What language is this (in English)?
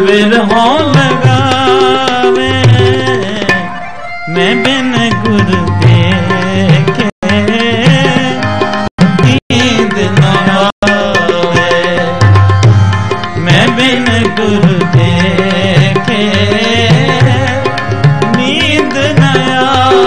Punjabi